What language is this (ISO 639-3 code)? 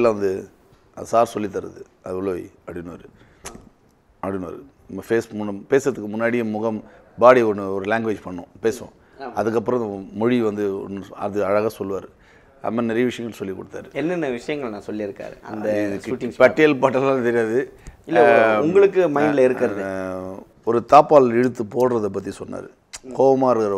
tam